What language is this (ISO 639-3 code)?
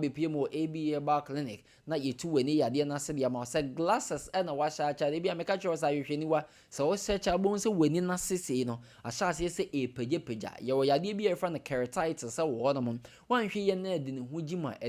aka